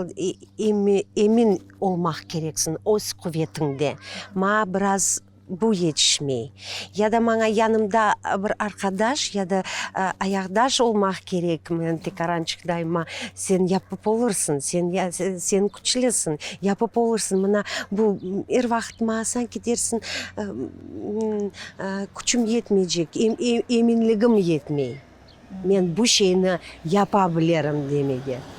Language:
Crimean Tatar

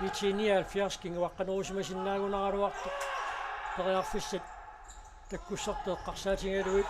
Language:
Kalaallisut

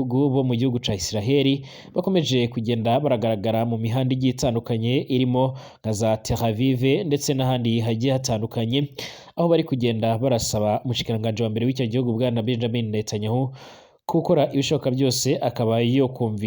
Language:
Rundi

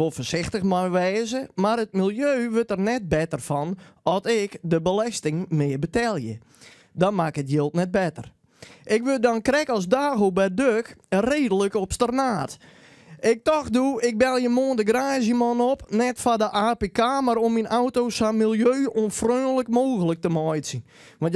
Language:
Western Frisian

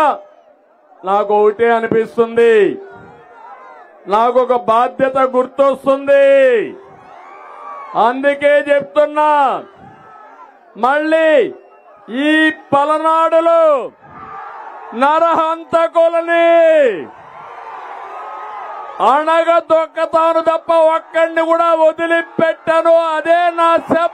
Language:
Telugu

